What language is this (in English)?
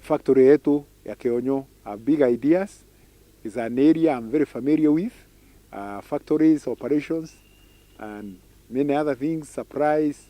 Meru